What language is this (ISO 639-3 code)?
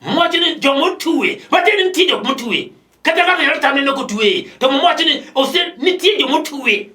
luo